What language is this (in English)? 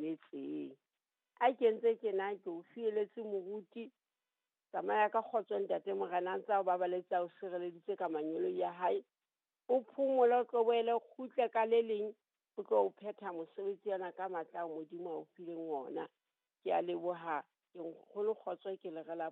Southern Sotho